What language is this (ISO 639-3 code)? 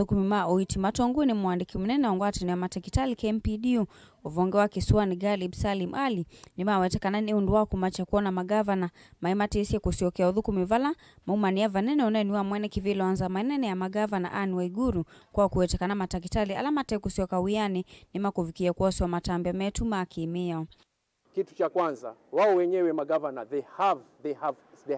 kam